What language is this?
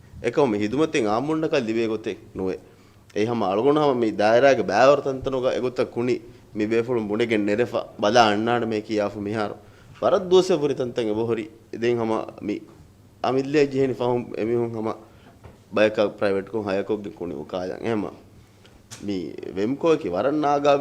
Divehi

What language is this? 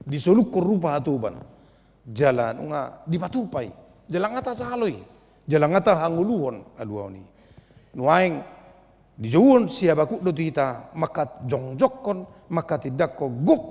Batak Toba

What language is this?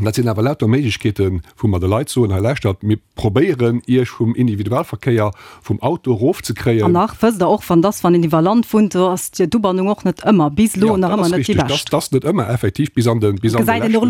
Luxembourgish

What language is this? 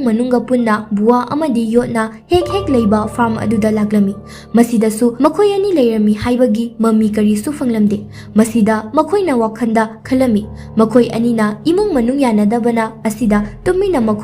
Manipuri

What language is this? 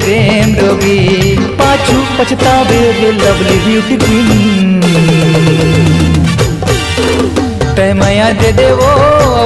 Chhattisgarhi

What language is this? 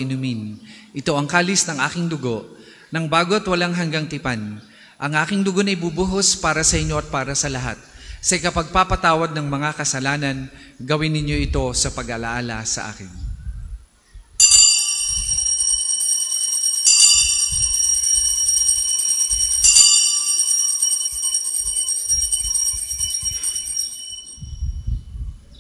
Filipino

